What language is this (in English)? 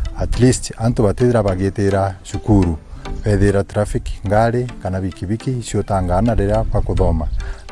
Meru